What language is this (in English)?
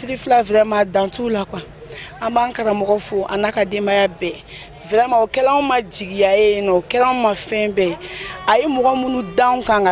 Bambara